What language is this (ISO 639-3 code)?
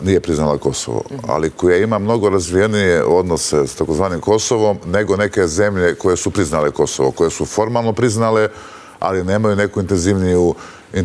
srp